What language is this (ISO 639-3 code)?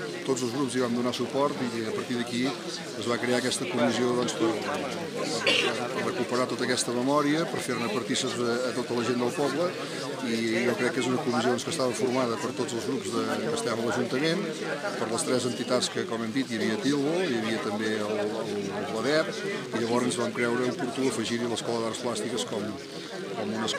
cat